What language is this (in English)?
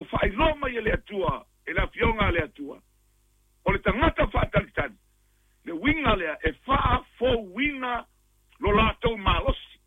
Samoan